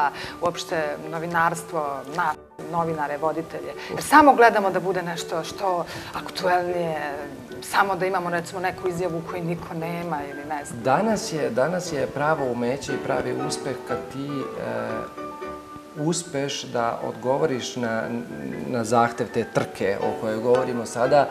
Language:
Serbian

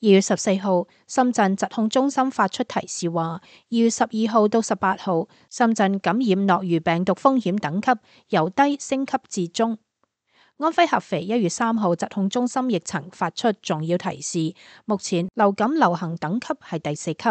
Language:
Cantonese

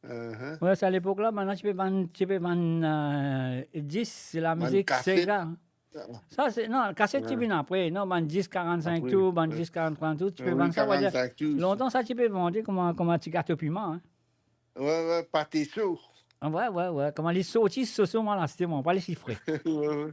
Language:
Morisyen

